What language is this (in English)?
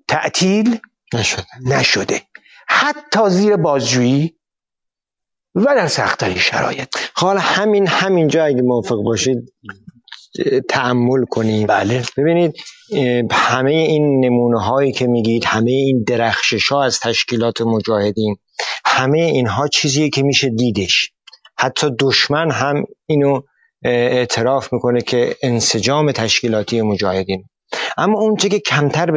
Persian